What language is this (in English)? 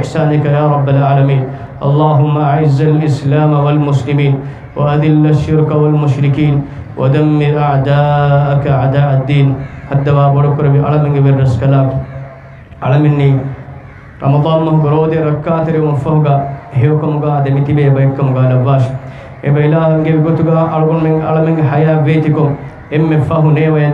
Divehi